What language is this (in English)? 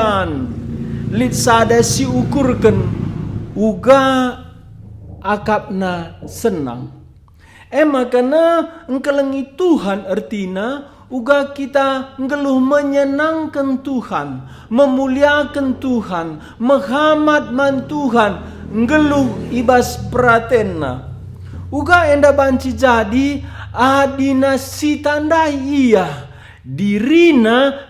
Batak Karo